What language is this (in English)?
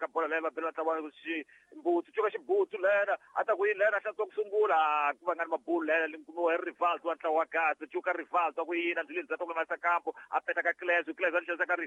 Tsonga